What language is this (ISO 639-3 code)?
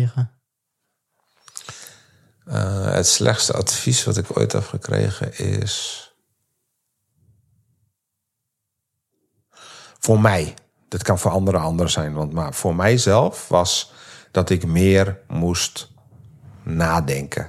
nld